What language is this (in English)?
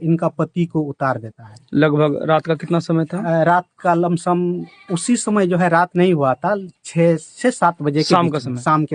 Santali